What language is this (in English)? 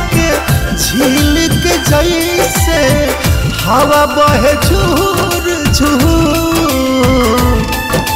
Bhojpuri